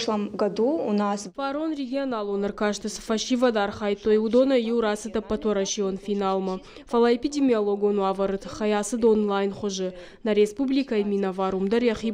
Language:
Ossetic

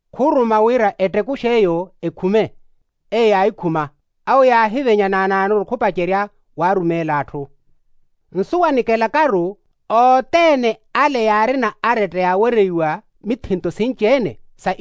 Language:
Makhuwa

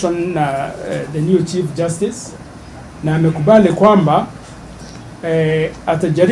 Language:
Kikuyu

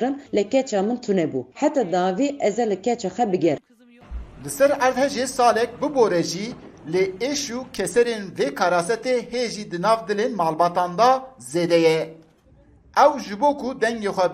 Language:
Kurdish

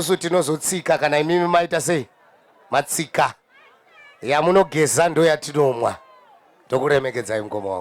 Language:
Shona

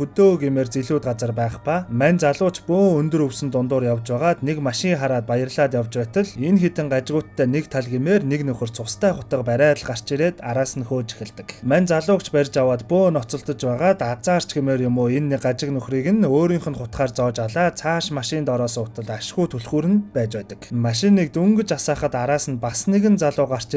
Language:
Mongolian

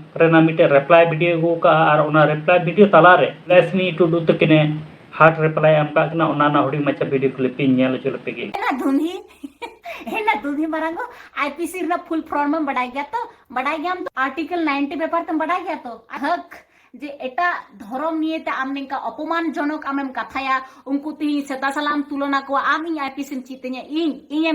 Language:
Santali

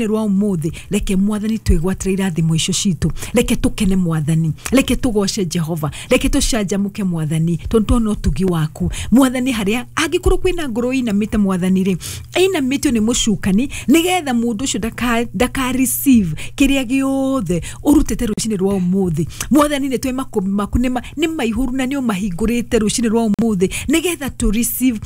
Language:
Kikuyu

